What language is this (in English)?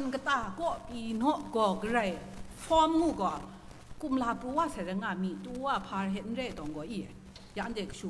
Kachin